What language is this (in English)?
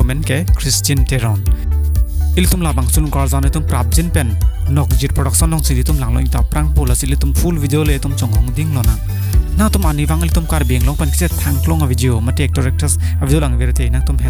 Karbi